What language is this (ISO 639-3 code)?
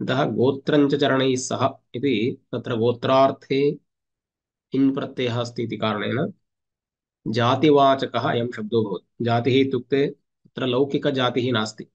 san